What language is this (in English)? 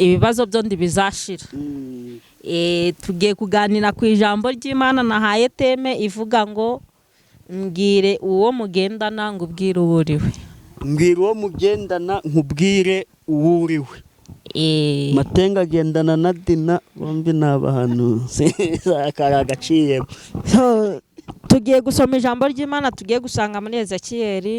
Kinyarwanda